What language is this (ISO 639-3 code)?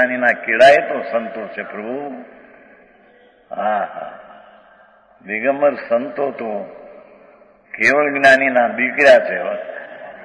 guj